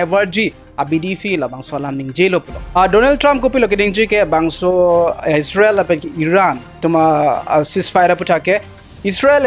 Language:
Karbi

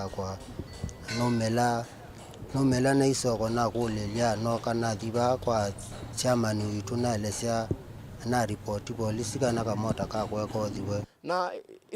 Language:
Kamba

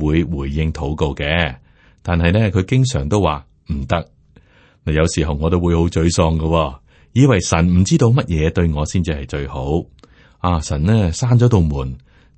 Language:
Cantonese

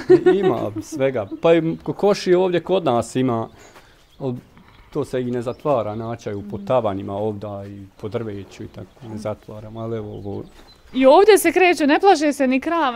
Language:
Bosnian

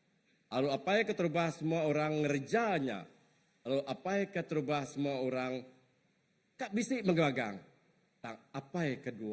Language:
Iban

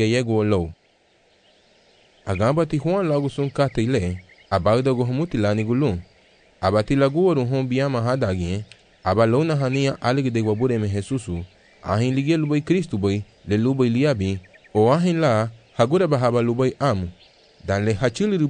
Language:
Garifuna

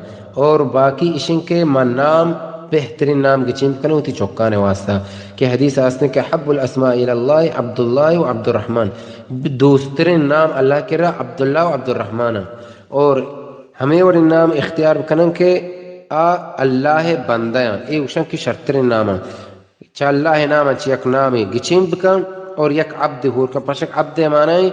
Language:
Baluchi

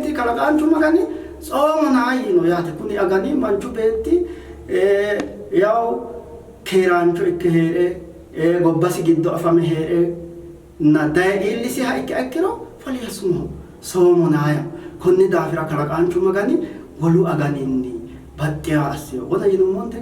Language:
Sidamo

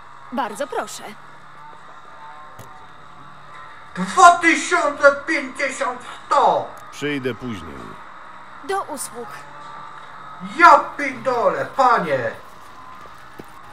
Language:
Polish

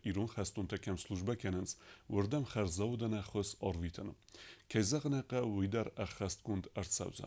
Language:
Ossetic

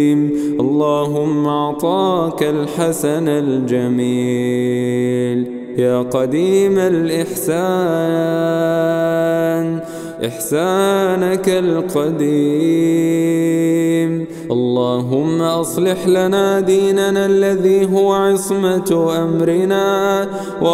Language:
Arabic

